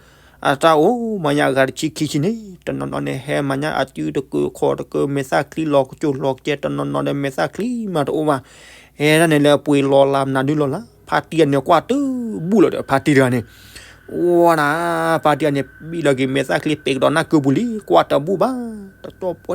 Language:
S'gaw Karen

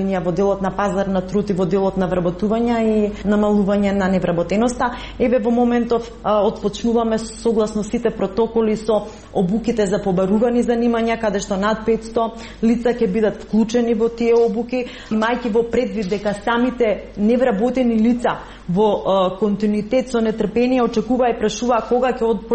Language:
Macedonian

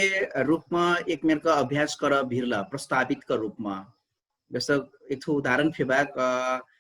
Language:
Dangaura Tharu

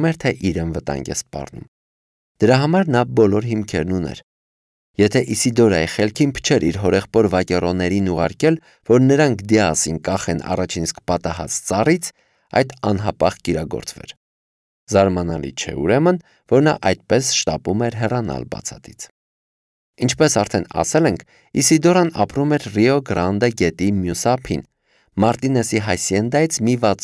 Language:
Armenian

